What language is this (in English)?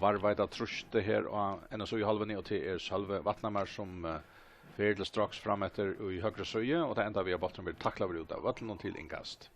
Faroese